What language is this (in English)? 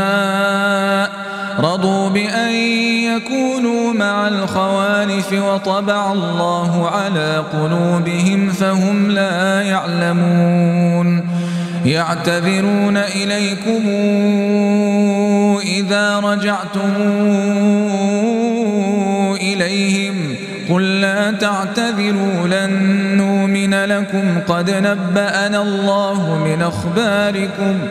Arabic